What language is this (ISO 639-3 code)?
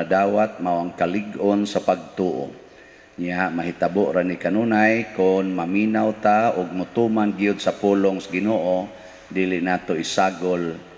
ceb